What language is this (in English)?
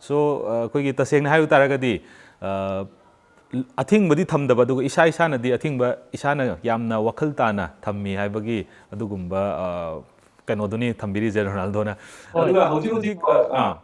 Manipuri